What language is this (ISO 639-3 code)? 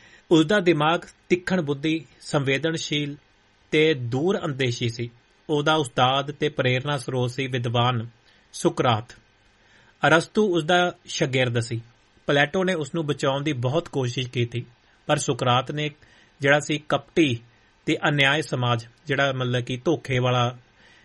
pan